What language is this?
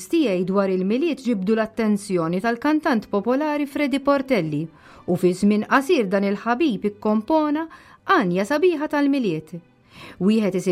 Maltese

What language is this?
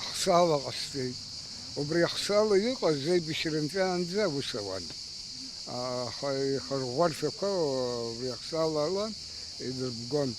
Abkhazian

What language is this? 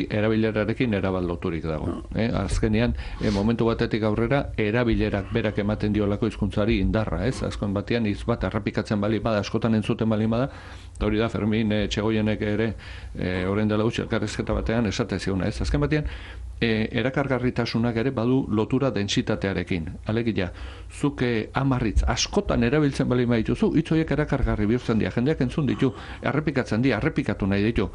Basque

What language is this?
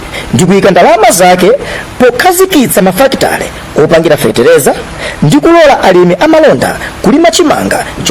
Nyanja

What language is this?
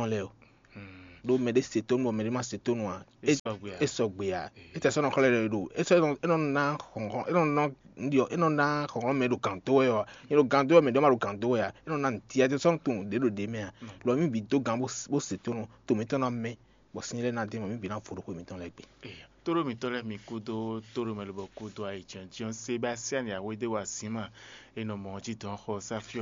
Fon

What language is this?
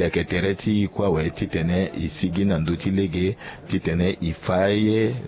Sango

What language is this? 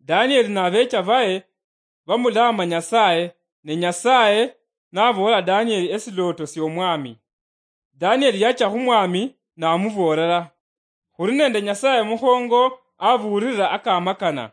Luyia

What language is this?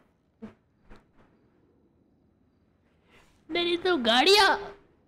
Hindi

